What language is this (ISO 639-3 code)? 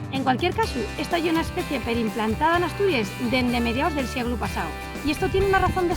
ast